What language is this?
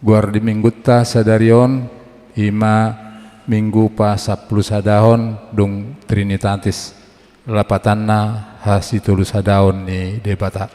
Batak Toba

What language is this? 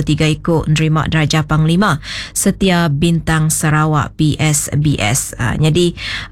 Iban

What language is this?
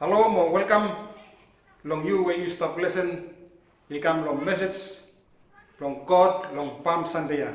Bislama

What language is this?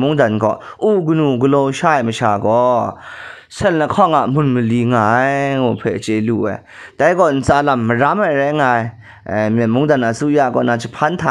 Kachin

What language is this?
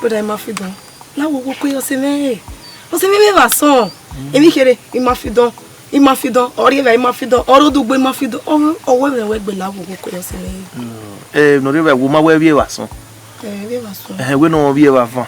Bini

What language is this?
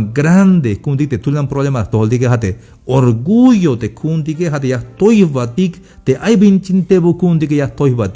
Tzeltal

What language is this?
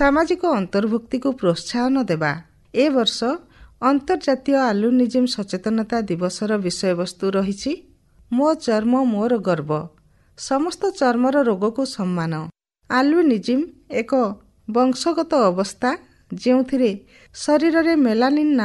Odia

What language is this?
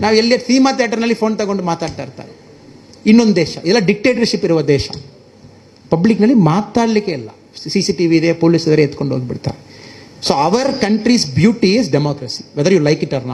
Kannada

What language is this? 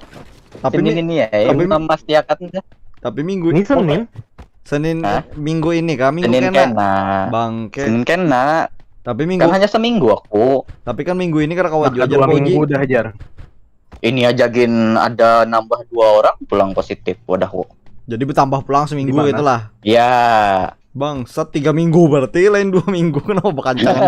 Banjar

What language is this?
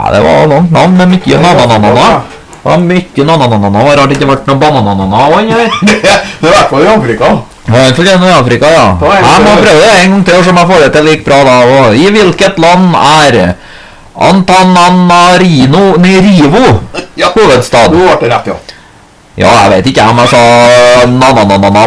Norwegian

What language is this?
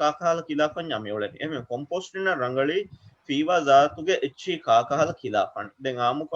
Divehi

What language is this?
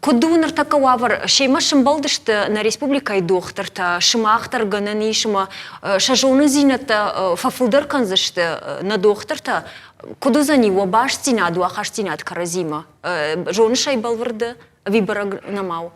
Ossetic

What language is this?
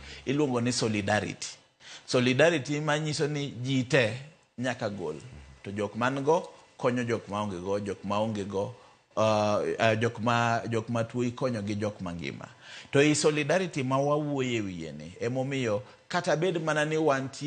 Luo (Kenya and Tanzania)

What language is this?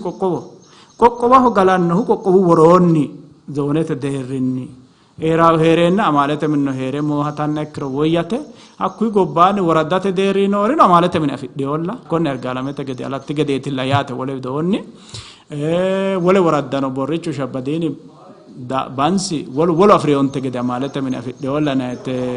Sidamo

